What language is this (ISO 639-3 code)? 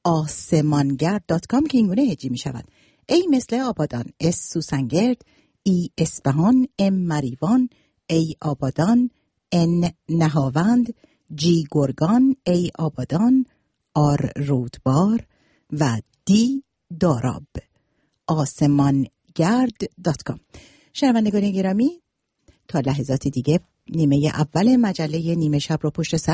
fas